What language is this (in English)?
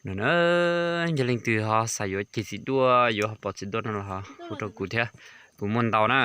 Hmong